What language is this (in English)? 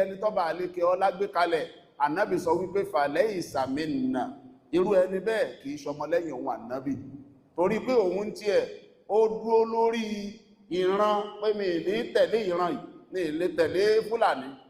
Yoruba